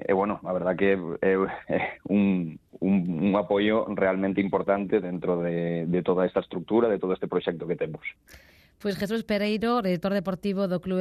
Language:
Galician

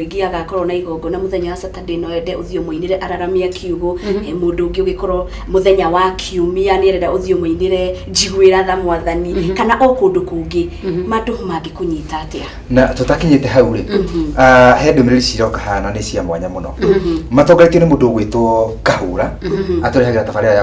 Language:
Kikuyu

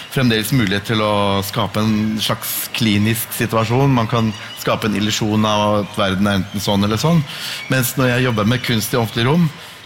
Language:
Norwegian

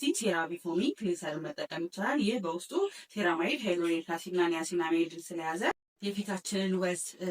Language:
Amharic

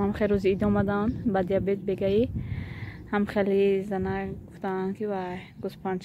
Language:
Tajik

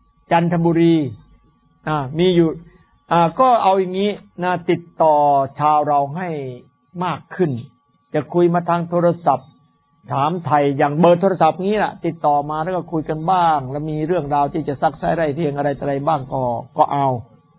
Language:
Thai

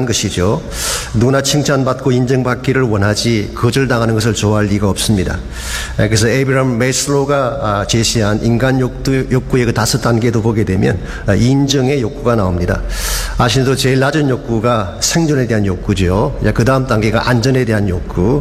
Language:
Korean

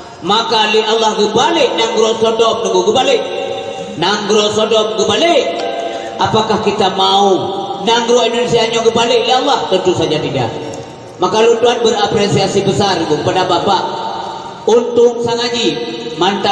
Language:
Achinese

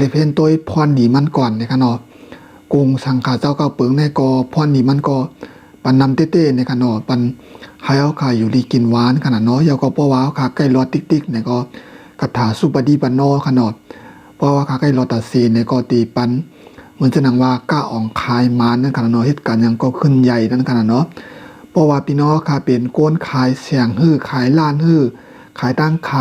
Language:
Shan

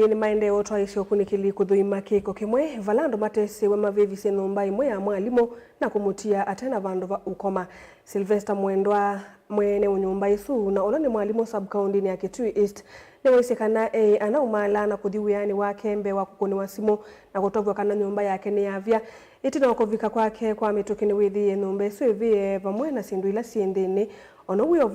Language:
Kamba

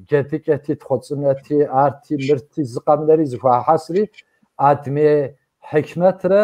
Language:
Kabardian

